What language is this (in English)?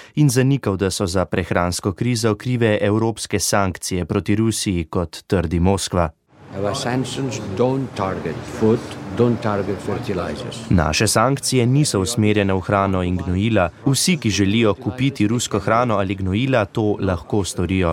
Slovenian